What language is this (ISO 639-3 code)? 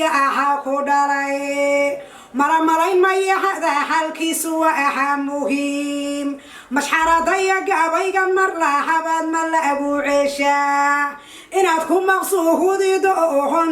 som